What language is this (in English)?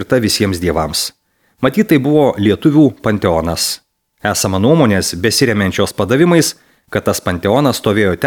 Lithuanian